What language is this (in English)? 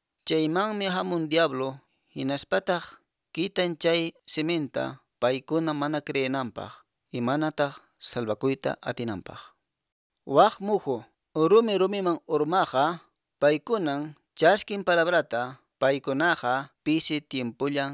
Quechua